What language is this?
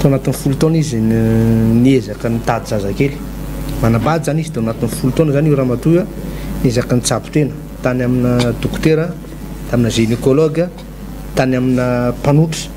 Malagasy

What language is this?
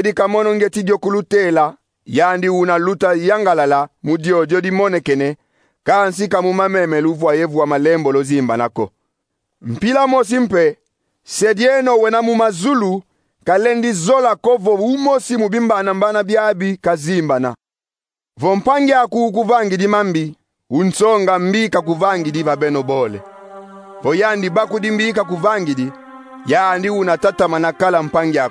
Kongo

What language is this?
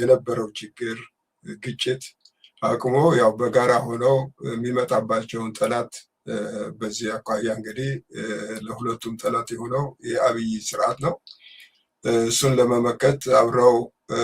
Amharic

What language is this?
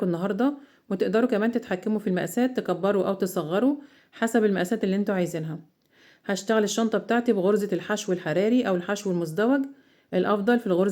Egyptian Arabic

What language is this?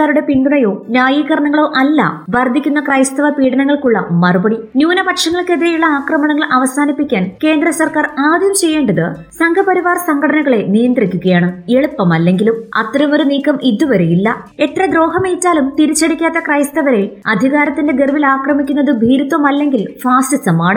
Malayalam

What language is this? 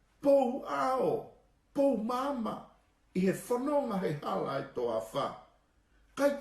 Tongan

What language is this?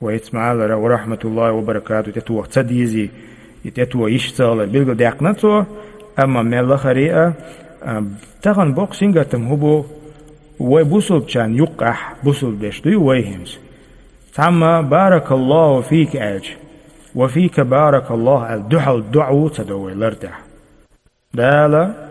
Chechen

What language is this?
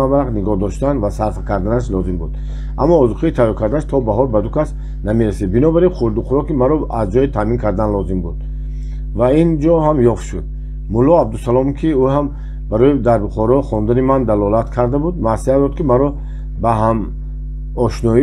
Tajik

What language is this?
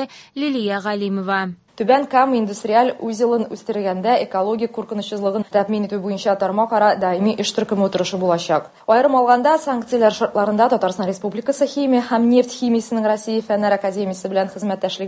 Tatar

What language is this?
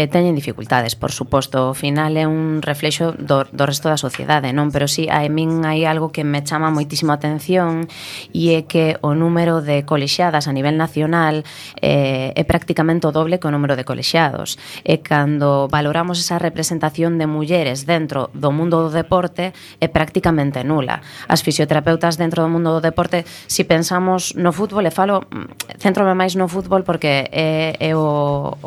Galician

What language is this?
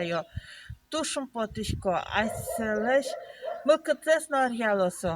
Udmurt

